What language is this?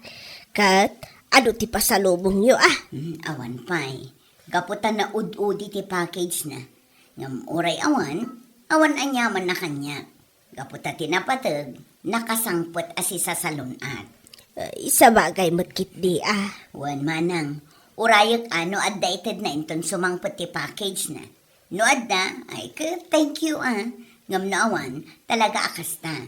Iloko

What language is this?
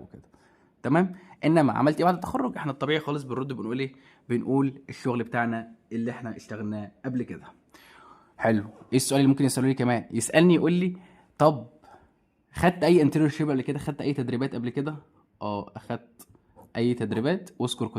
Egyptian Arabic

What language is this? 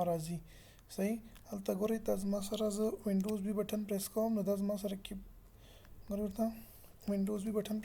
Pashto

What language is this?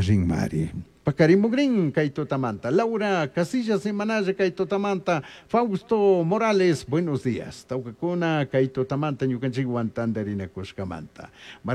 Chimborazo Highland Quichua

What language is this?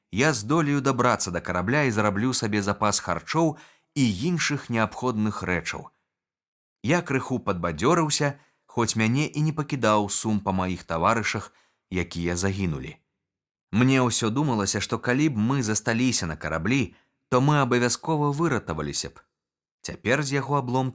Belarusian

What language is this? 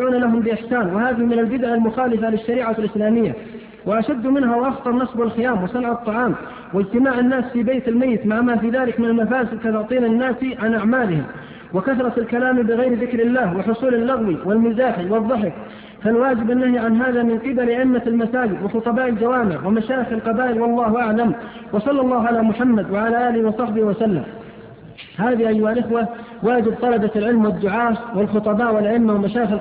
Arabic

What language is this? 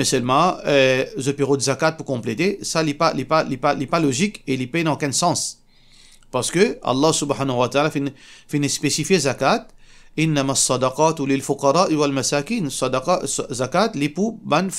Morisyen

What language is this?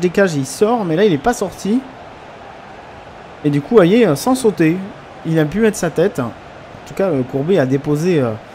French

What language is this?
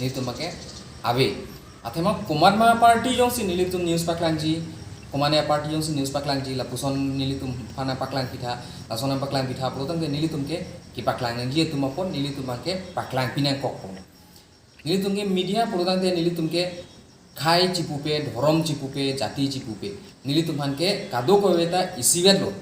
Karbi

